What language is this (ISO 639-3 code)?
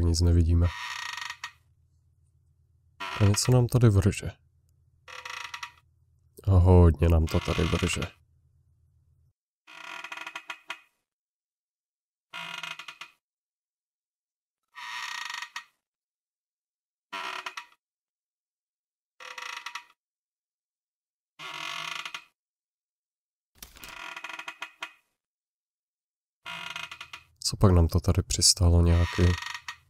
ces